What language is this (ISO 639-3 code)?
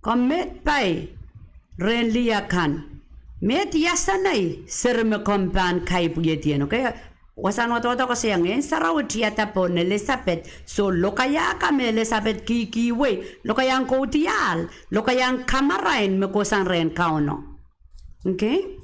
pon